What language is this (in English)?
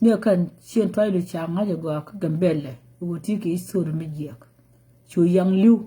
Nuer